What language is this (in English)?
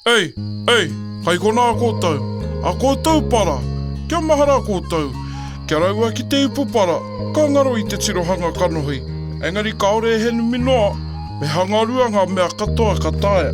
Māori